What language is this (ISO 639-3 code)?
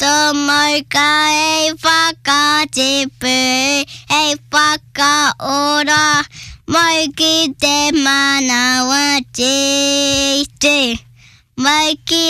mri